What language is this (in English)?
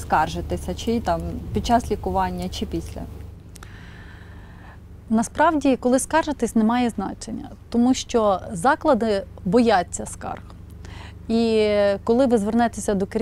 Ukrainian